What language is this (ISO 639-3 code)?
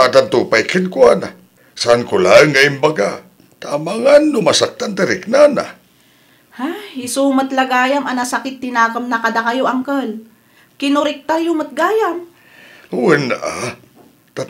ilo